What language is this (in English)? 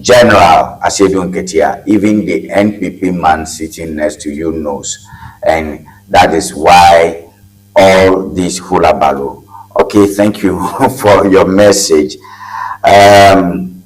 Ewe